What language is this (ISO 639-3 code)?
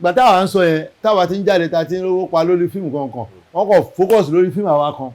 yor